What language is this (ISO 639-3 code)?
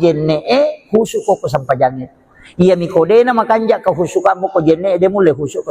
bug